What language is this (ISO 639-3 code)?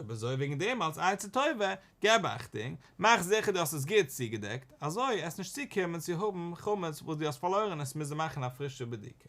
yid